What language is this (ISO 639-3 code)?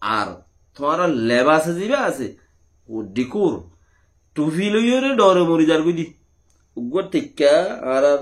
rhg